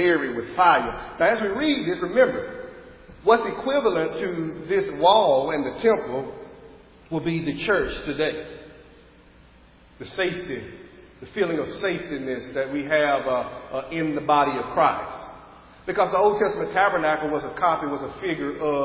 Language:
English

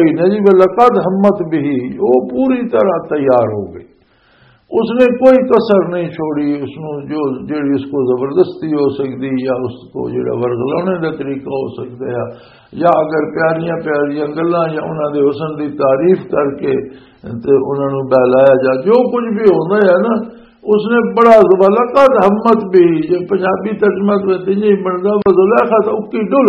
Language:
Western Panjabi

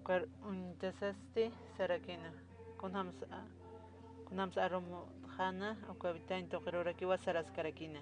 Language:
Aymara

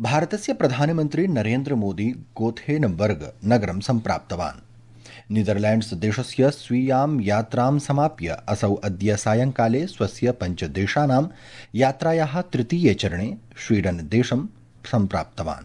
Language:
Sanskrit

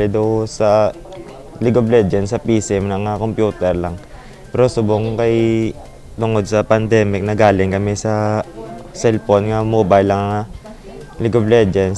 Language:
Hiligaynon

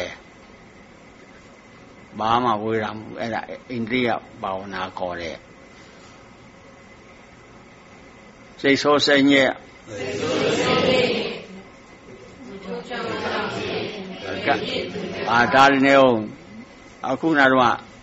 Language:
Burmese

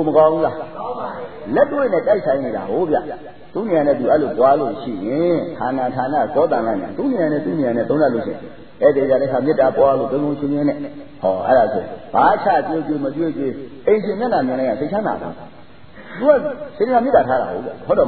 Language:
Burmese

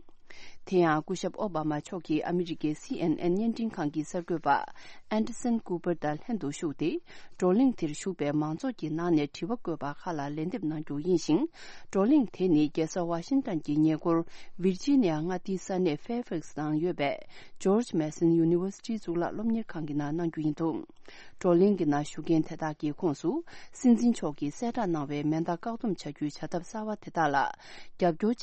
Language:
Tibetan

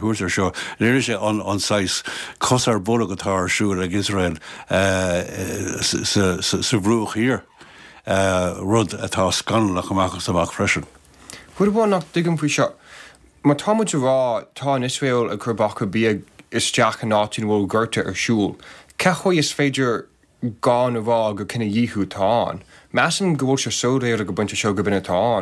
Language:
Irish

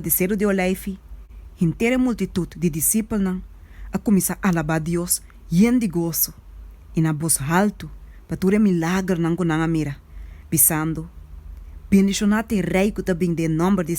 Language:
Papiamento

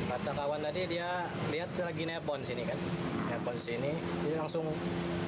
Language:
Musi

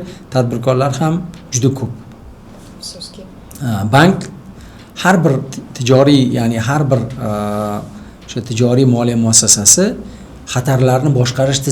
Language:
Uzbek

